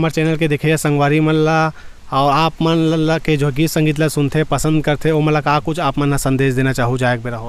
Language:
Chhattisgarhi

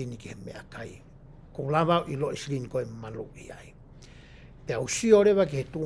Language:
Tongan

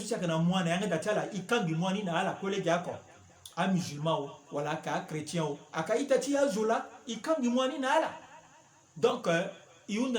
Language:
Sango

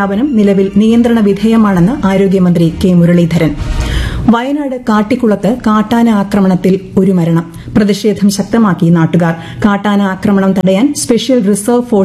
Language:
Malayalam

